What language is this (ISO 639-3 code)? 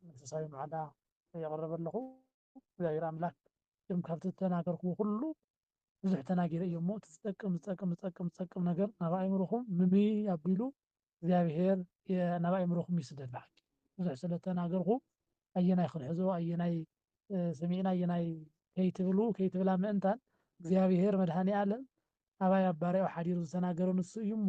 tir